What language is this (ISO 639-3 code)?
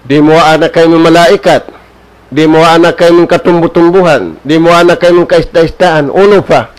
tsg